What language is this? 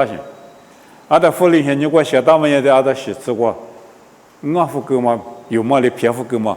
Lisu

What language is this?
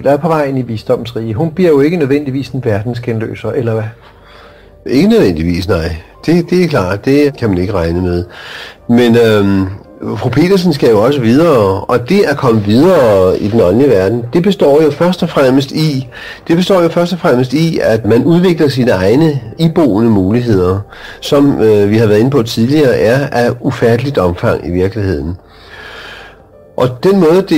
Danish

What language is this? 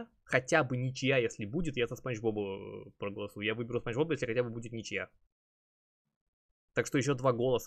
Russian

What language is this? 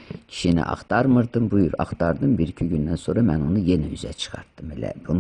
Azerbaijani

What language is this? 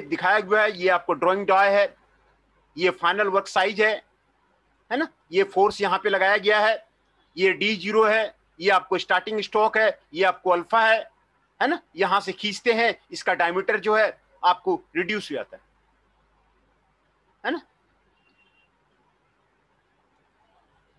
Hindi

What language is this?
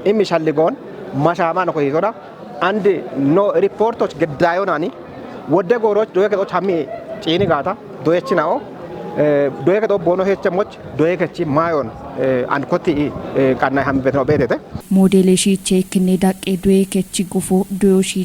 Kafa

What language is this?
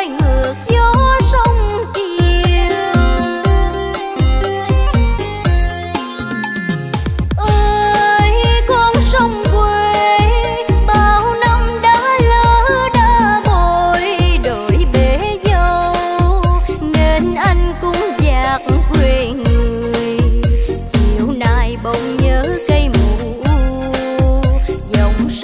Vietnamese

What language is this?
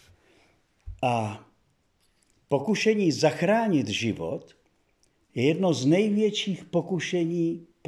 Czech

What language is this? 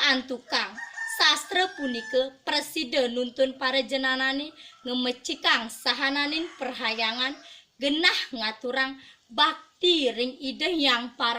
Balinese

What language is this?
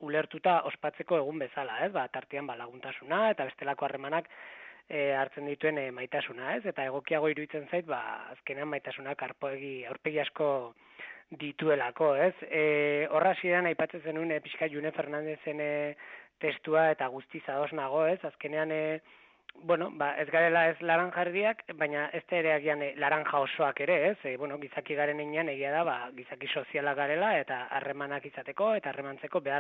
Basque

